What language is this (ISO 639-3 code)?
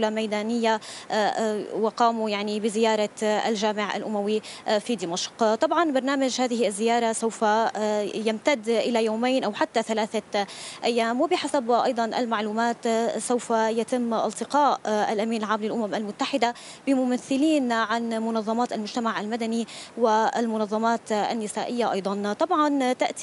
ara